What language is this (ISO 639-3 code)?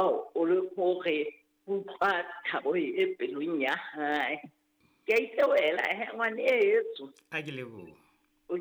sot